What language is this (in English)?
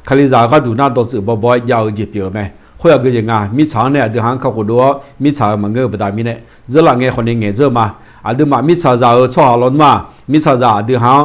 Akha